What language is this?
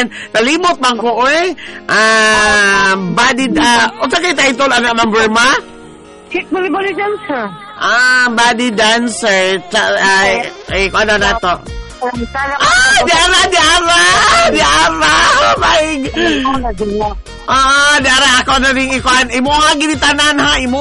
Cebuano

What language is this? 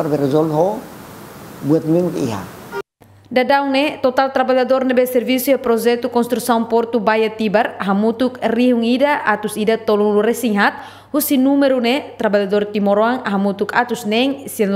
Tetum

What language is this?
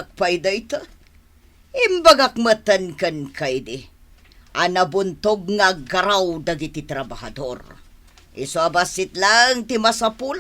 Iloko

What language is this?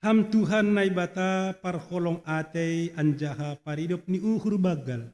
Batak Simalungun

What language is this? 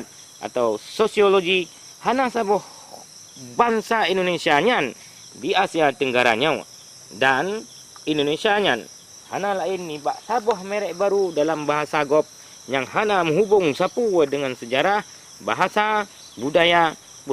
Achinese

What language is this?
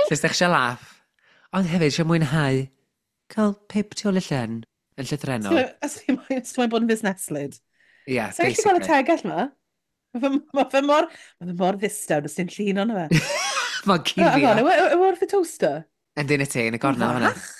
Welsh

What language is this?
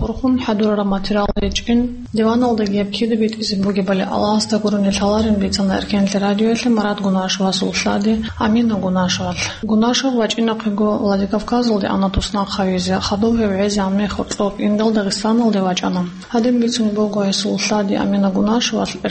Avaric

